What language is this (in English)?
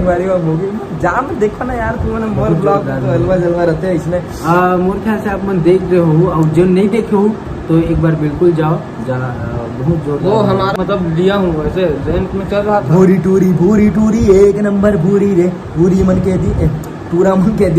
Chhattisgarhi